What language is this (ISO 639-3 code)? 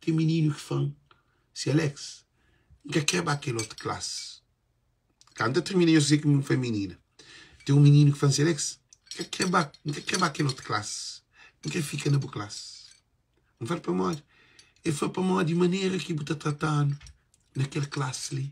kea